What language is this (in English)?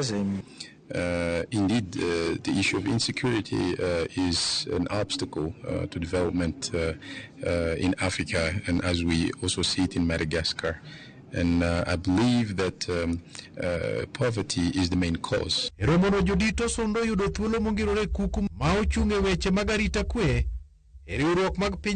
Luo (Kenya and Tanzania)